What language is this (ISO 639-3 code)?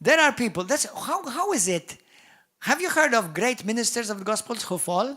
eng